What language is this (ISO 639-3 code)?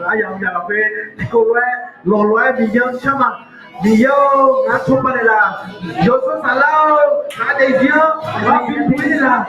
ahk